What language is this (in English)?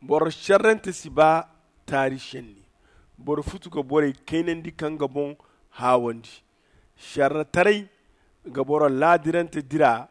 Zarma